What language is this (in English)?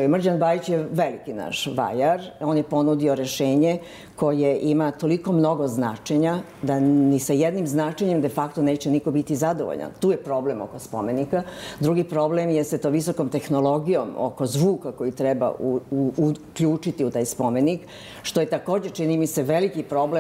Serbian